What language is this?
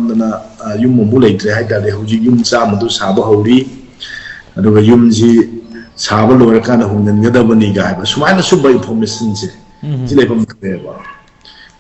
Manipuri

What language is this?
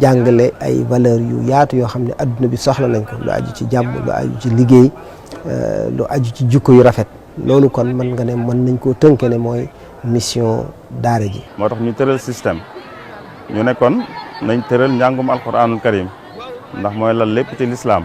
Wolof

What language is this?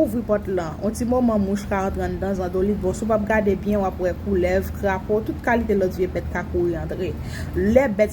Haitian Creole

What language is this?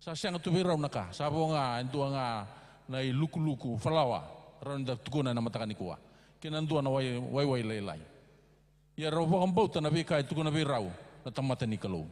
Fijian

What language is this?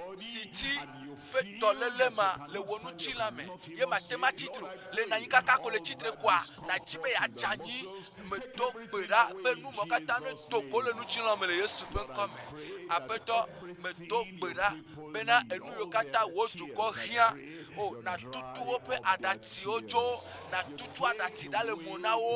Ewe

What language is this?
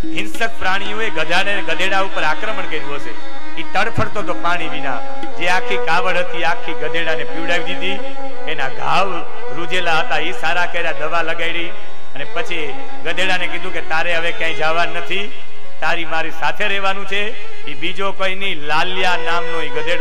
Gujarati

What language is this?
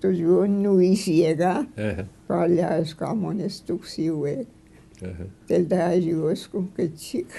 Mi'kmaw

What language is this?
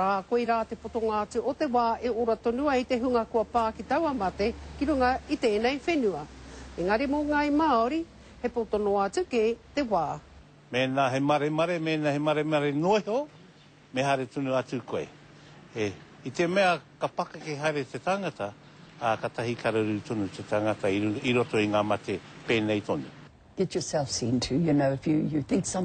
Māori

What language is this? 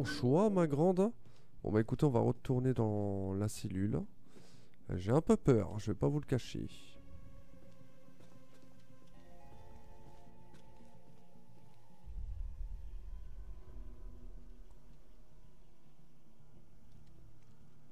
French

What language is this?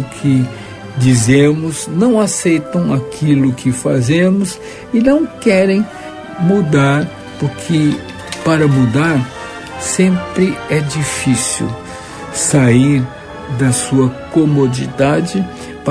Portuguese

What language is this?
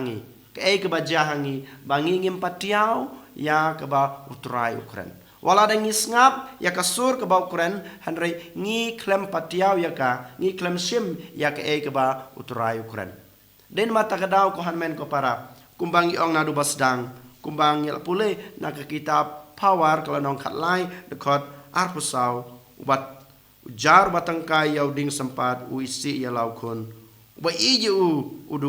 Khasi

